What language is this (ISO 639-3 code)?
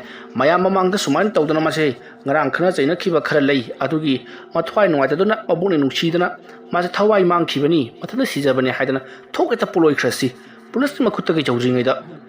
mni